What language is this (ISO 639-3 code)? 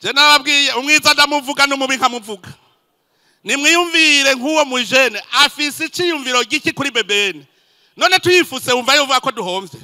run